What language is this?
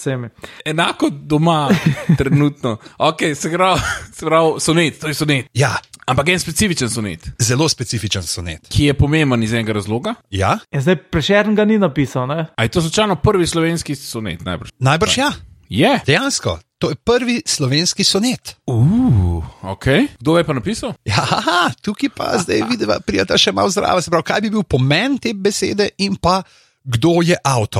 Slovenian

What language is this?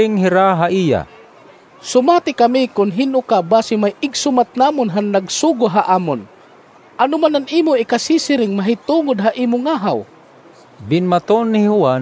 Waray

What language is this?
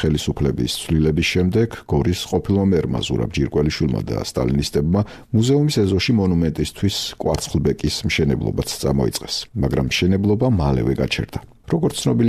Georgian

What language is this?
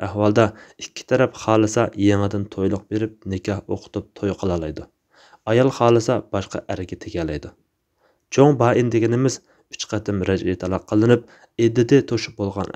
Uyghur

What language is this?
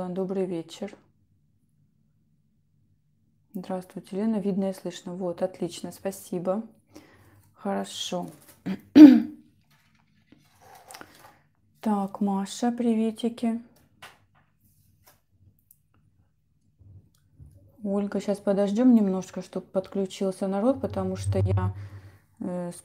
Russian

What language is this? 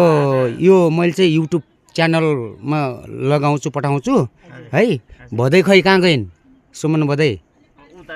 Nepali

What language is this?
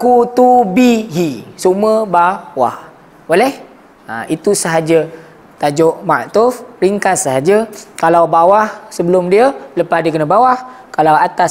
Malay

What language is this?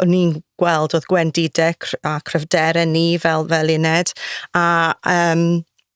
Welsh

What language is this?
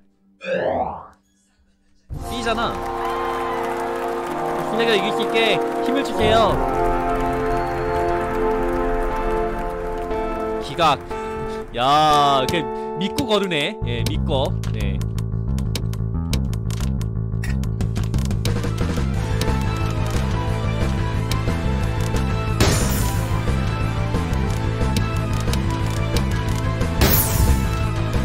Korean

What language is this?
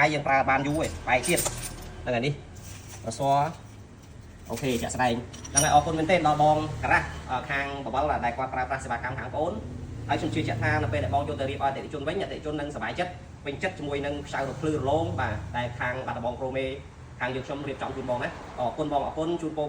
Khmer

